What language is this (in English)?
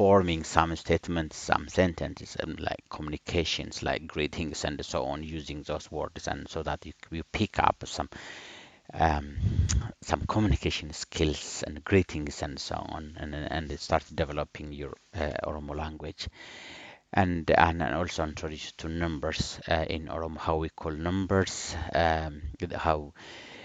English